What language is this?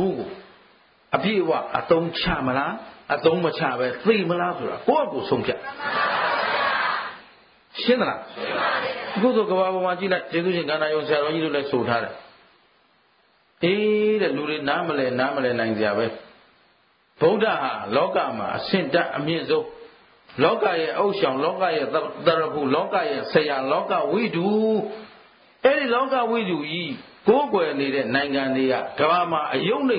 Burmese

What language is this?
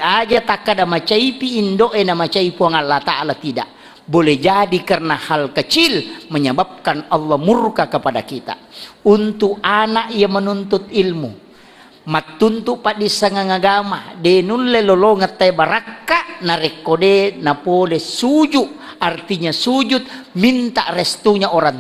Buginese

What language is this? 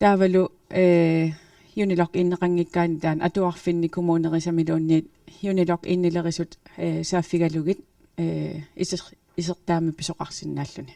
Kalaallisut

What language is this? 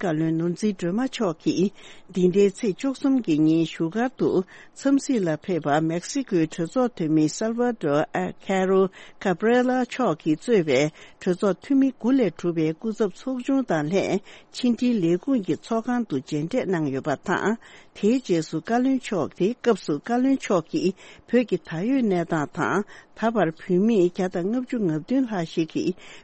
Tibetan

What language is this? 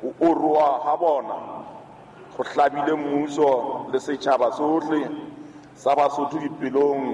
Southern Sotho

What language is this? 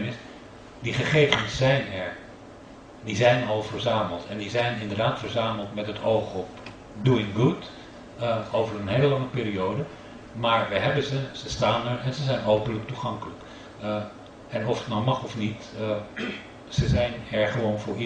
Dutch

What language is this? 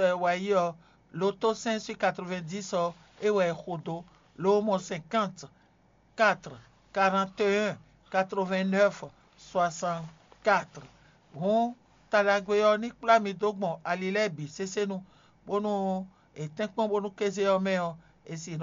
Fon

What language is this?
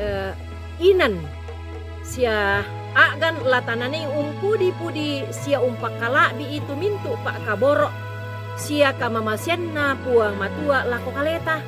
Toraja-Sa'dan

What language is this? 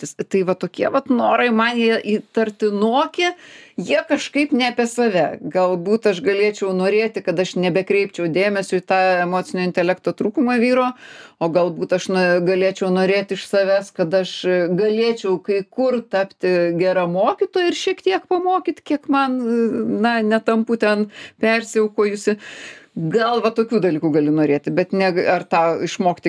Lithuanian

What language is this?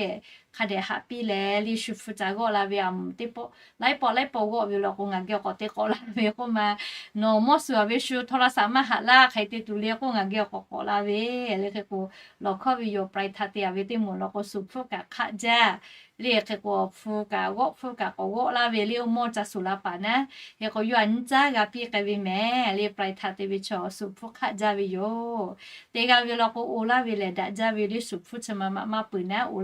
Lahu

